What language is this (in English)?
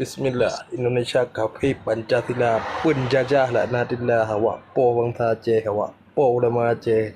Achinese